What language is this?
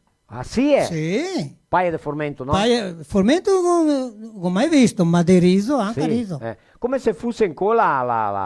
Venetian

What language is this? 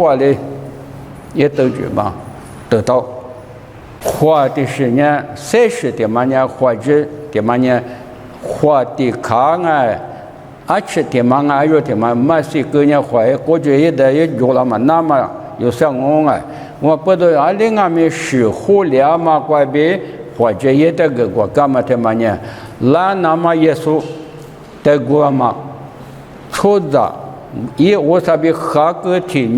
Lisu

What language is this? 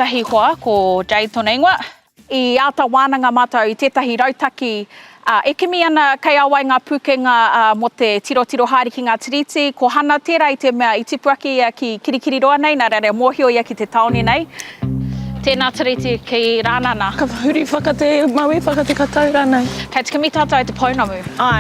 Māori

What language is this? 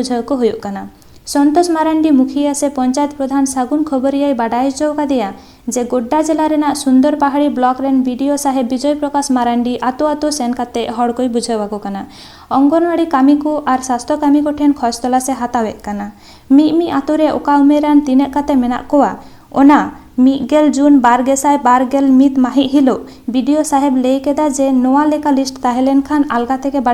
Santali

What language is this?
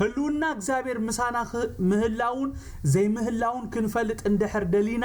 Tigrinya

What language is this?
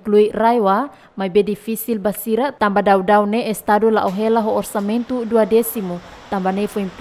Tetum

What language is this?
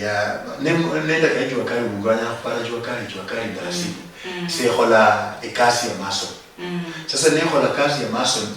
Luyia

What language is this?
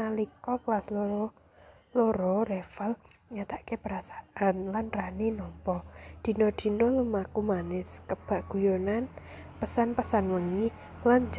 Javanese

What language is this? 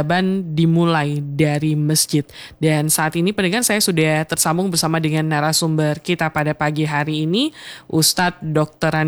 Indonesian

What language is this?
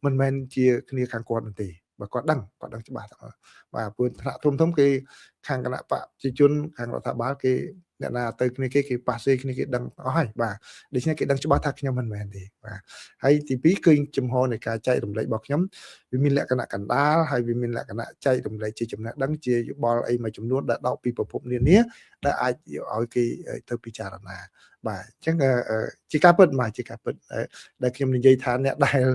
Khmer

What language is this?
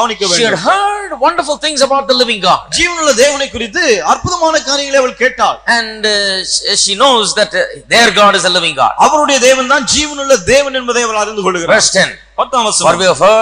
Tamil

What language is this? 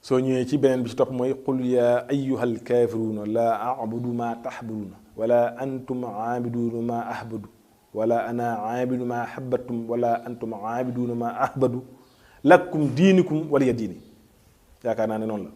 Wolof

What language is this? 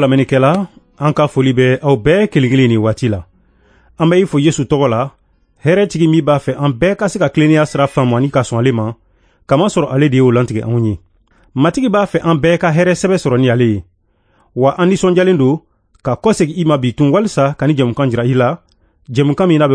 Bambara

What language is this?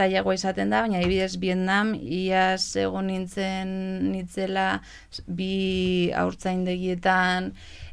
Basque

